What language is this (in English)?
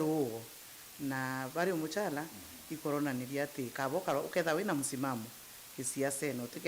Meru